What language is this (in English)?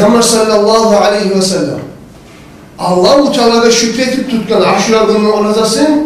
Kumyk